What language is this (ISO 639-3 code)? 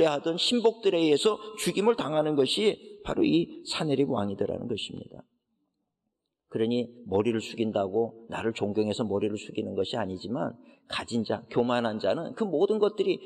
kor